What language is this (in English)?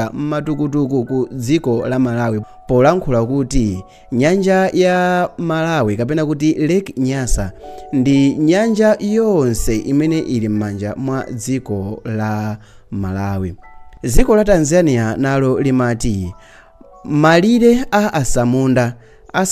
Nyanja